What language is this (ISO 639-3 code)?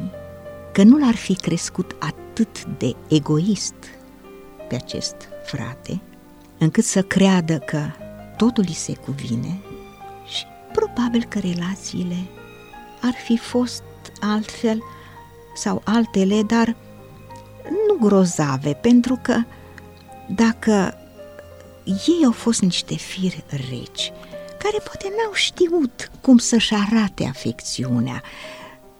ron